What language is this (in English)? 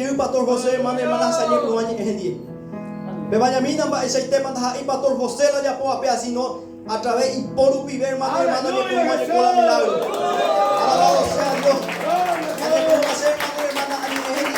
Guarani